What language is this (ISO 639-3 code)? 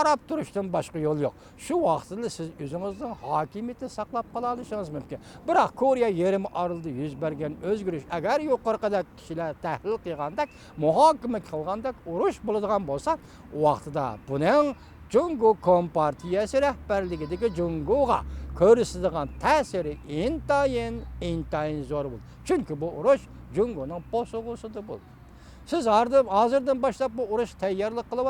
uig